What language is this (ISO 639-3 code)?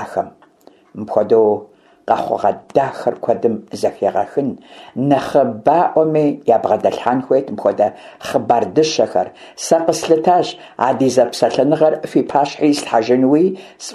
kbd